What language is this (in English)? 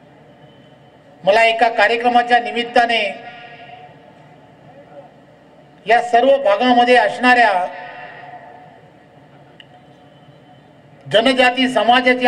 Marathi